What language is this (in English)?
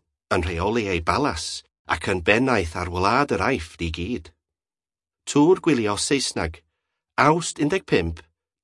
Welsh